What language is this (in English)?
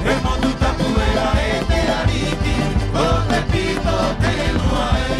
Rapanui